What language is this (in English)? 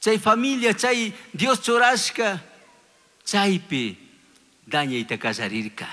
Chimborazo Highland Quichua